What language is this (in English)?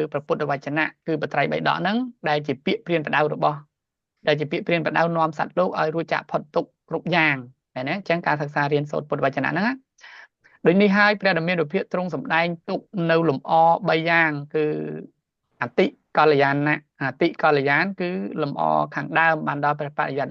Khmer